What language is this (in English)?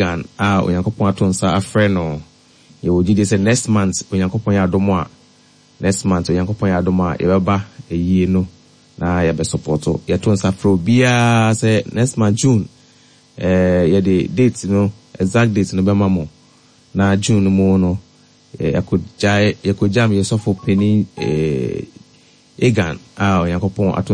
Akan